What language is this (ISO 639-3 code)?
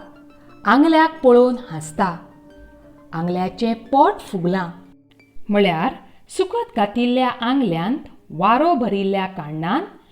kok